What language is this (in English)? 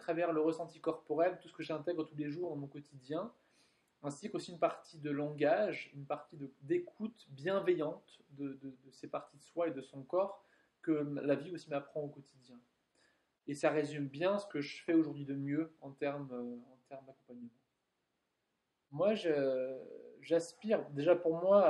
French